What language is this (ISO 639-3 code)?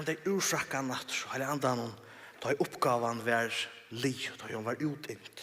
fao